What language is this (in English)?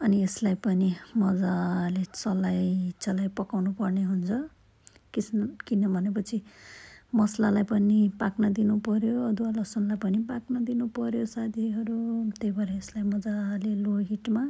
Nepali